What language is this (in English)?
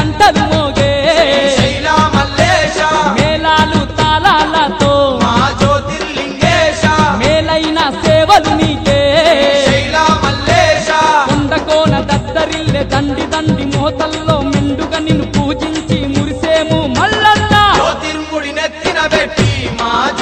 Telugu